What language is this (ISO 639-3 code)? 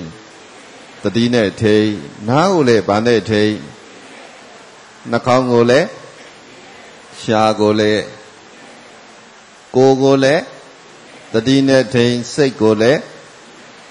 mya